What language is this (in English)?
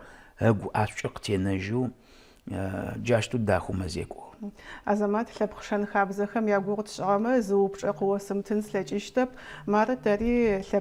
Adyghe